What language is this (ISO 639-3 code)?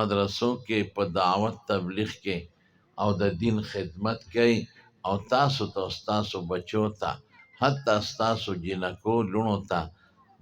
pus